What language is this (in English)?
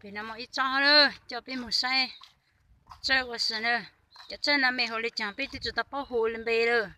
Hmong